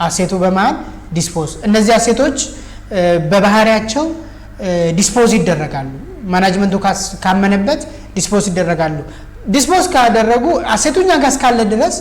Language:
Amharic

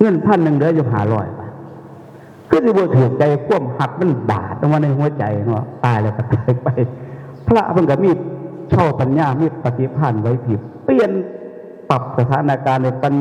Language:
Northeastern Thai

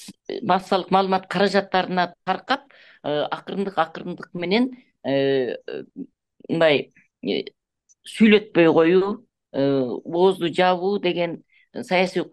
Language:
Kyrgyz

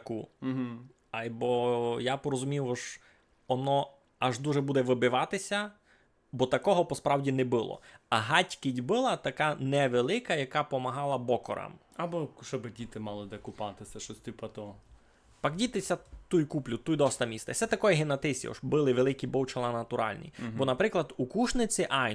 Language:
Rusyn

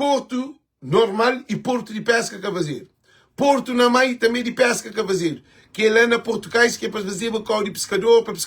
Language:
Kabuverdianu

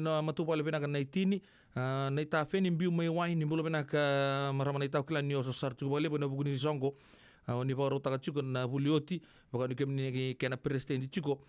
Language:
Fijian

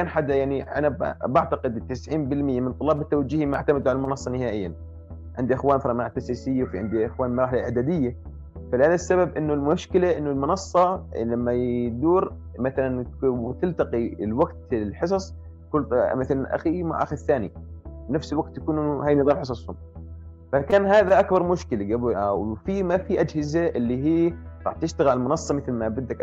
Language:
North Levantine Arabic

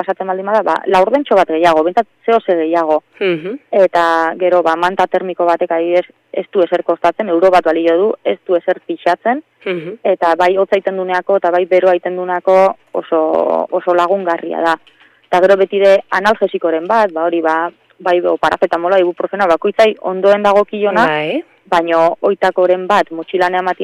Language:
Basque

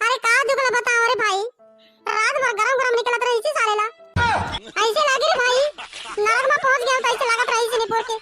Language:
Chhattisgarhi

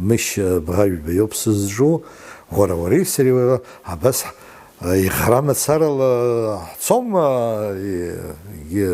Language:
Abkhazian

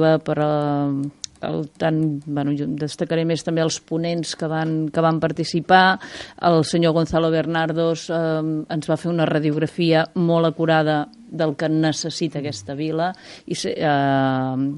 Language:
Catalan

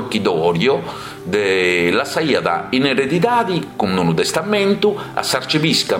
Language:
Sardinian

